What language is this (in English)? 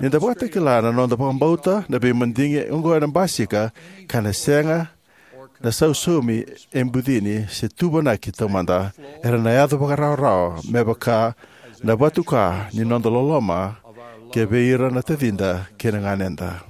Fijian